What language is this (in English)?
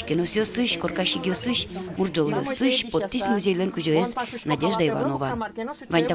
Udmurt